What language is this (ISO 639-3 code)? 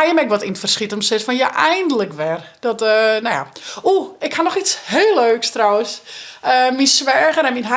fry